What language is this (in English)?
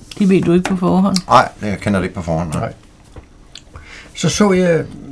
Danish